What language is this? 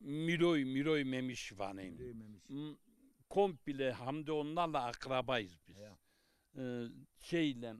Zaza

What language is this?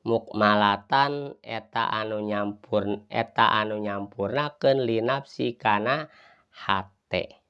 Sundanese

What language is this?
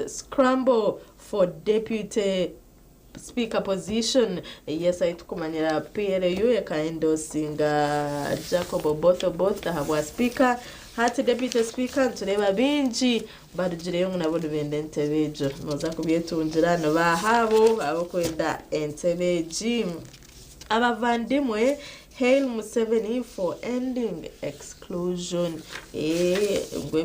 Nyankole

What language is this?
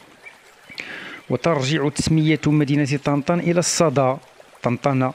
Arabic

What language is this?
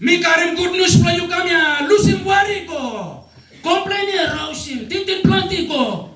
Tok Pisin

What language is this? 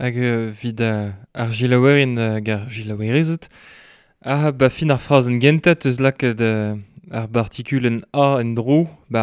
Breton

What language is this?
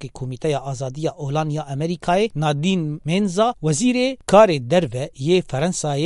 Kurdish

